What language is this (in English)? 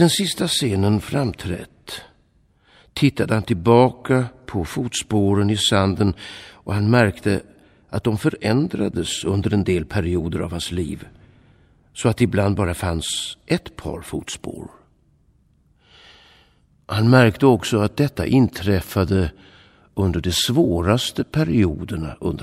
Swedish